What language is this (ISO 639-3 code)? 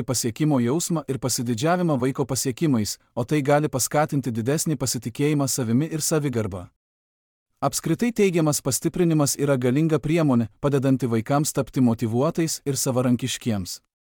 lit